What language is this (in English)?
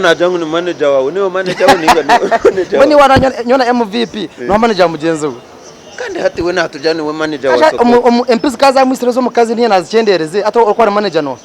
Nyankole